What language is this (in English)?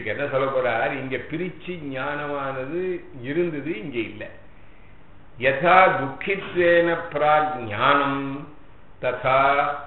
Tamil